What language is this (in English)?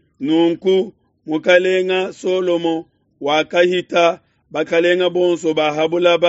Luba-Lulua